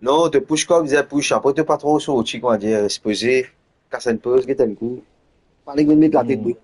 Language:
Morisyen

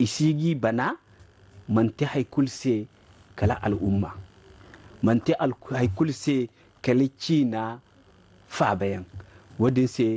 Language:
Zarma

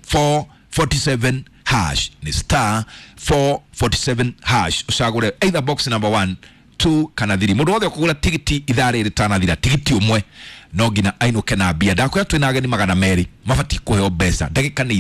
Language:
Kikuyu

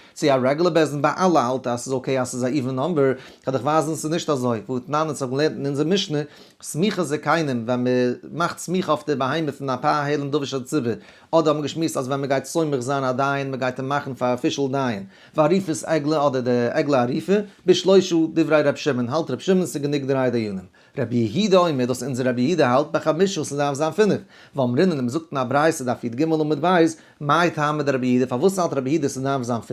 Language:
Yiddish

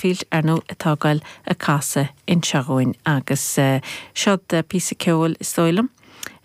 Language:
Irish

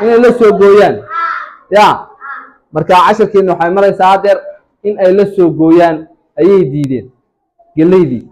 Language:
Somali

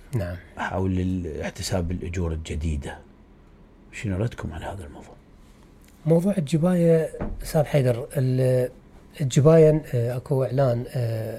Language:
Mesopotamian Arabic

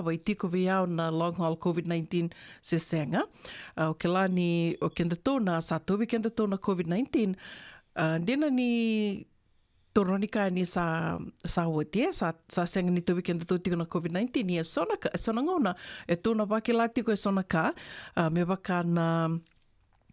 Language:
Fijian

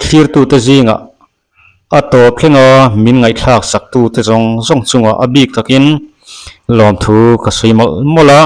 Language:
Mizo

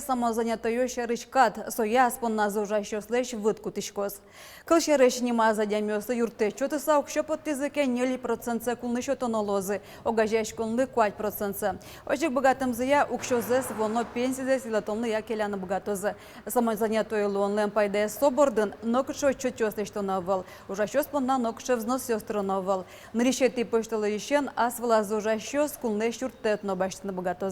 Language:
Udmurt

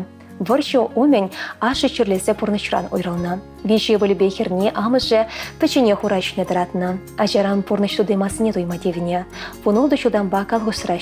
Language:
Chuvash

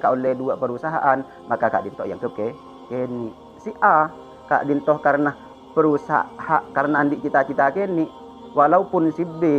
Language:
Madurese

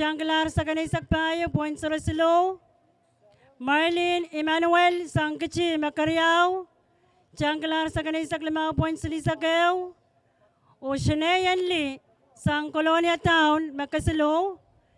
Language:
Pohnpeian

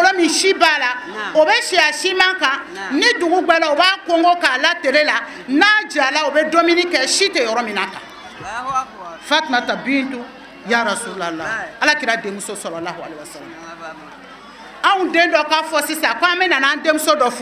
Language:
Bambara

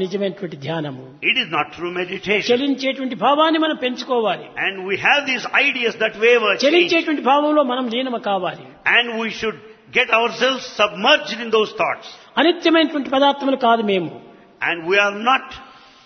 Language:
Telugu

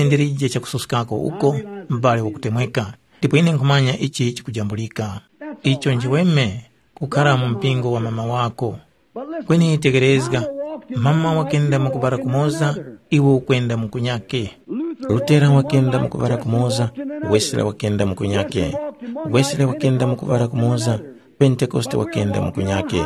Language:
Tumbuka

